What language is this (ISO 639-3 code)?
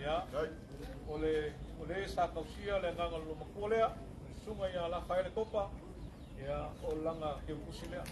smo